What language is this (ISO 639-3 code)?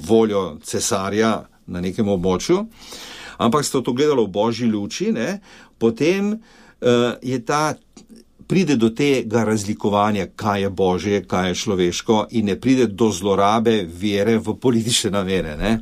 slv